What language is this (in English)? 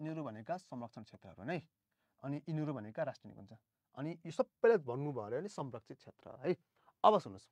Nepali